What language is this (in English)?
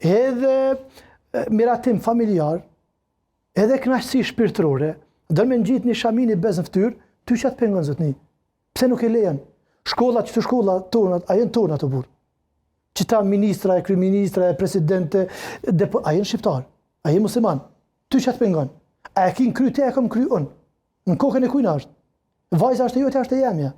Albanian